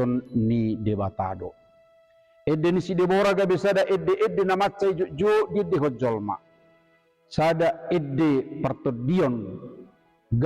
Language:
Batak Toba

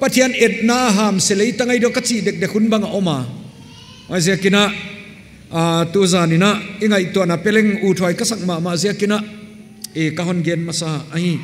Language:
Paite Chin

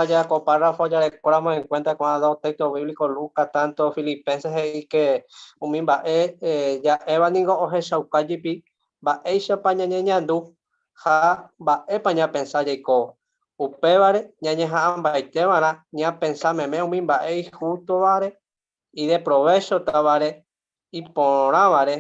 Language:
Guarani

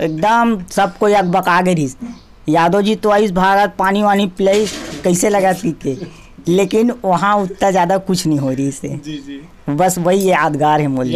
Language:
Chhattisgarhi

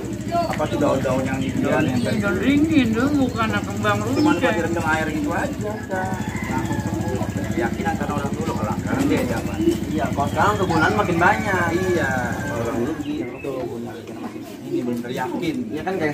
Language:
Betawi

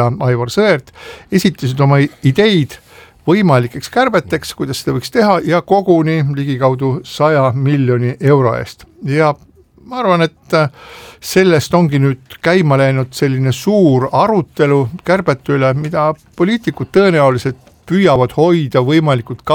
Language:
Estonian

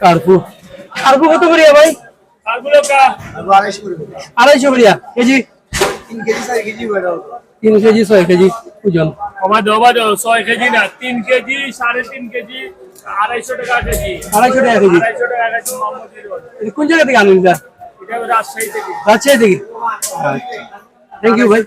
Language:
Sylheti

